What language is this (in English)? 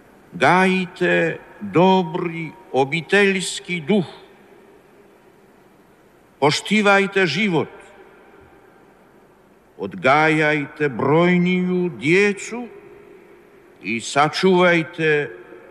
Croatian